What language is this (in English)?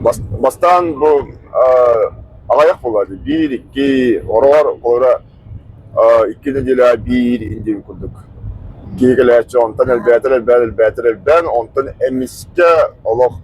Yakut